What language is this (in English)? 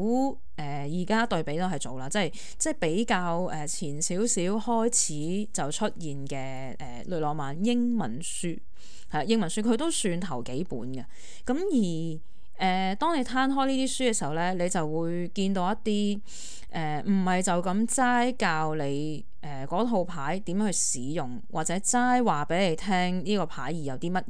Cantonese